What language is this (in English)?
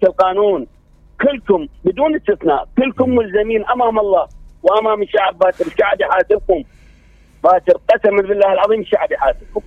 Mesopotamian Arabic